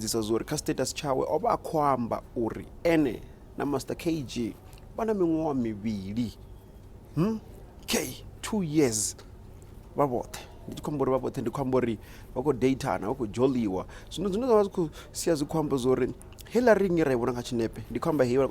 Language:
Venda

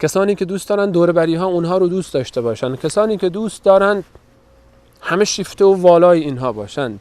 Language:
Persian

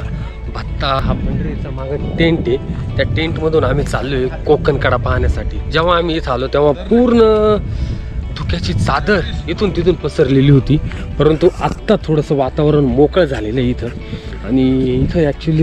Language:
Marathi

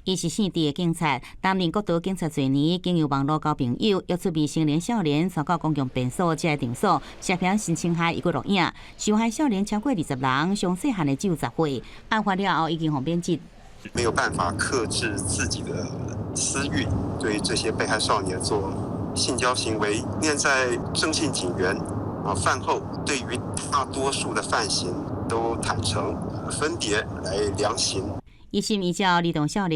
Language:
Min Nan Chinese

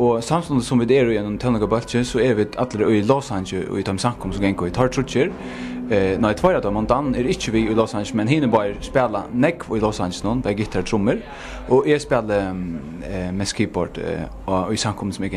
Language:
Faroese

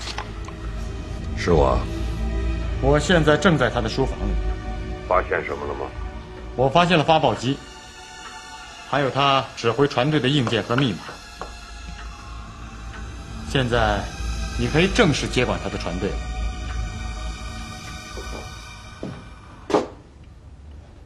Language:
Chinese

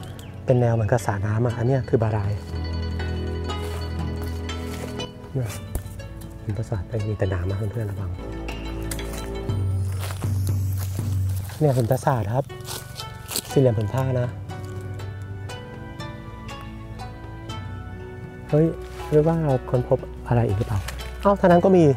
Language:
Thai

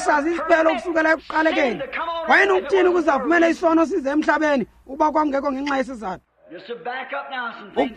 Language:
Xhosa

